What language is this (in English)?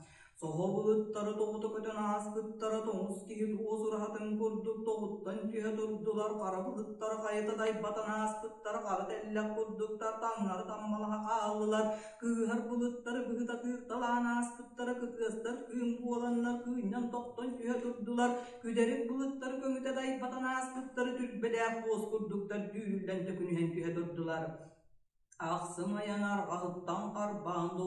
Yakut